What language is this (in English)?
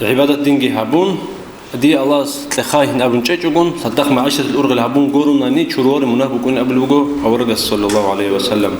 Avaric